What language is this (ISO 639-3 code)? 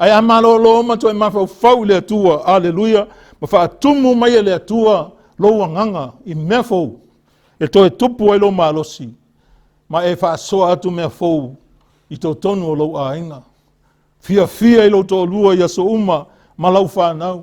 smo